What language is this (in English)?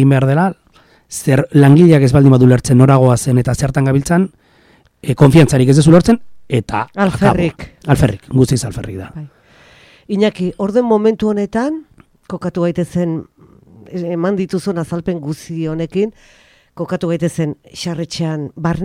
Basque